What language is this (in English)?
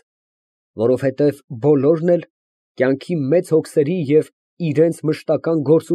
Armenian